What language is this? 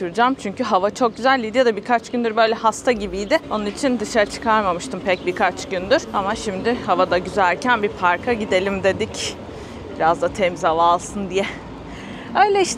Turkish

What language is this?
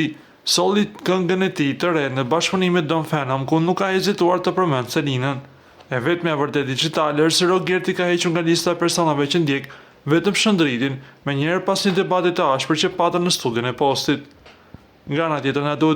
Albanian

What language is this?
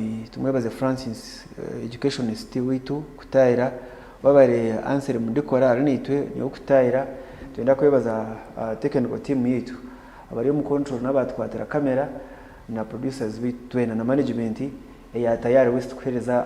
Nyankole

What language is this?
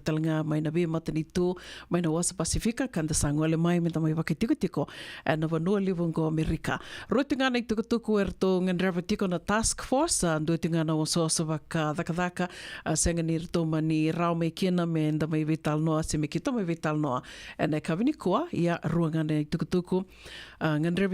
Fijian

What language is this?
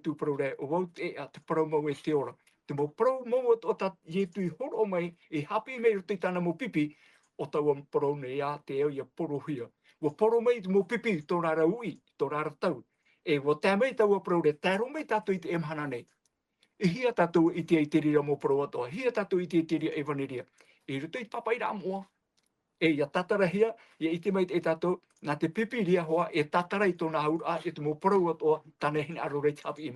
Tahitian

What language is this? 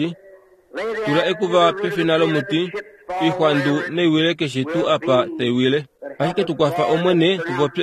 Kuanyama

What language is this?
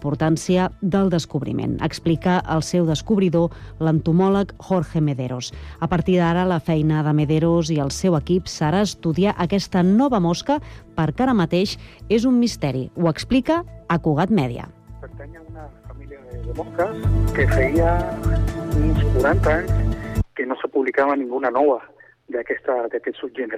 Catalan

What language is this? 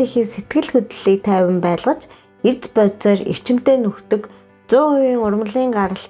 Mongolian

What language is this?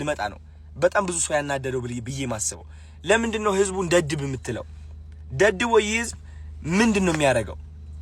Amharic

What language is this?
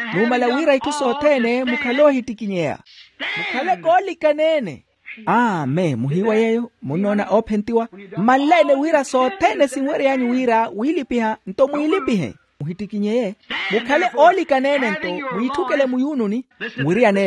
Makhuwa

